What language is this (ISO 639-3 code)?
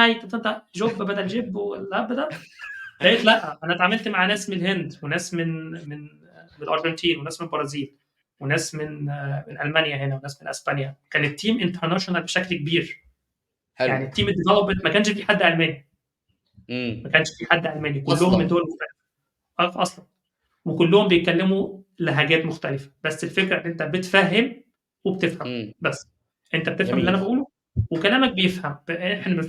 arz